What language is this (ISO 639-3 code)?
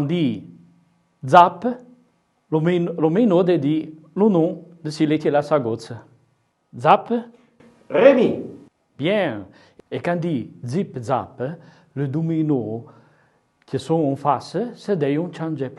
frp